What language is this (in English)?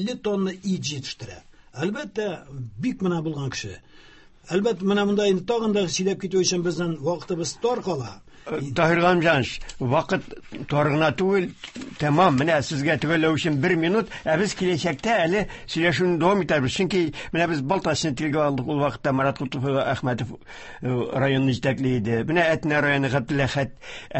Tatar